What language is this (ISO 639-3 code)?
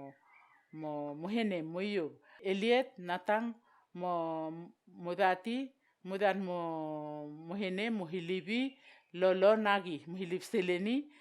vao